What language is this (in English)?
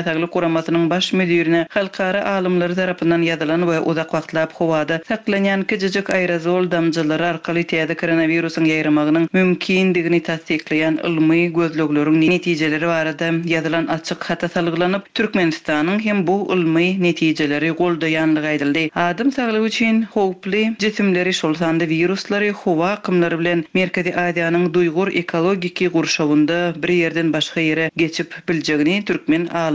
Turkmen